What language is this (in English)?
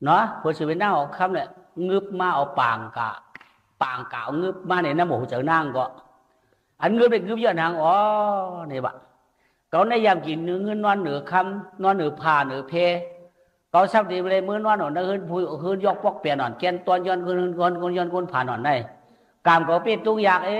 Shan